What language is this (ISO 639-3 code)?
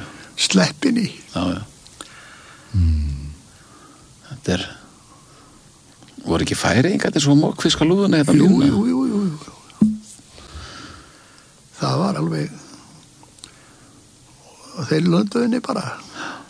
isl